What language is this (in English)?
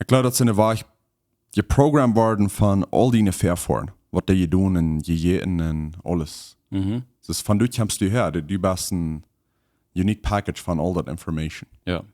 Plautdietsch